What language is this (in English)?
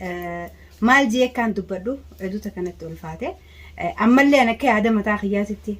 Oromo